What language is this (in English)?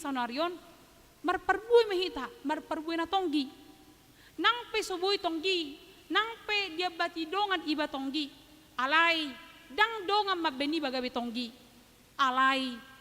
Batak Toba